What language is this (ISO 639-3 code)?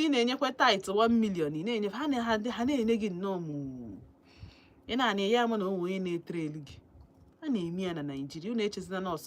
ibo